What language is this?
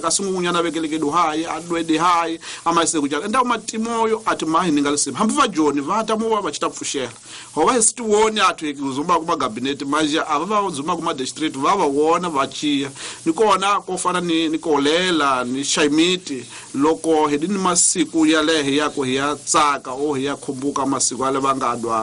Tsonga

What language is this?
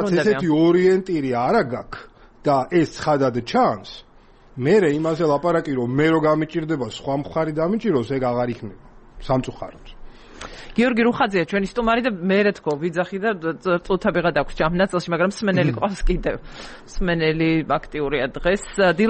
Georgian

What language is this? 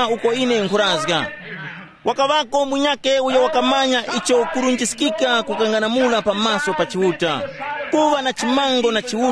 Tumbuka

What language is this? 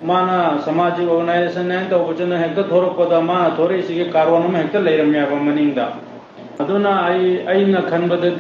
Manipuri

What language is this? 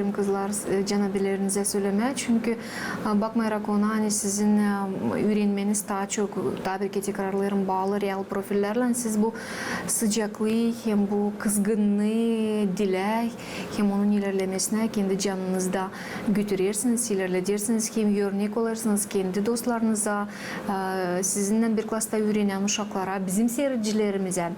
Gagauz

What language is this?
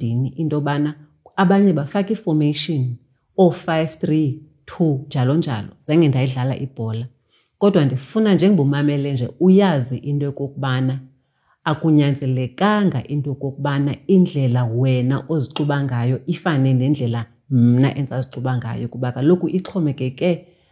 Xhosa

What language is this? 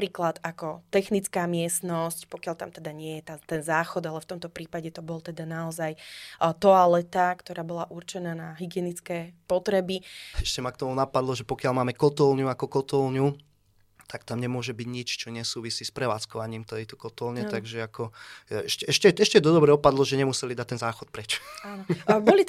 Slovak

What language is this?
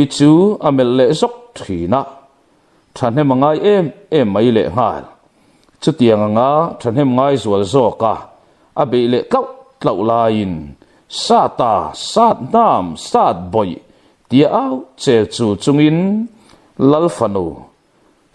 Mizo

